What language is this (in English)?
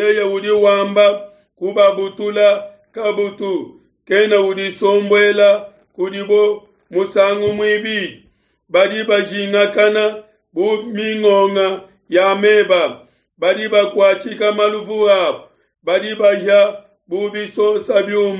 Luba-Lulua